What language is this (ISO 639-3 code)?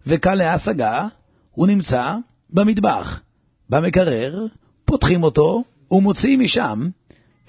heb